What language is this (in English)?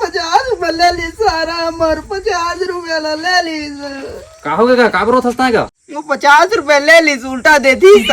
Chhattisgarhi